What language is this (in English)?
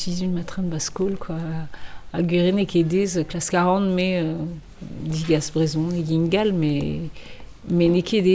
Breton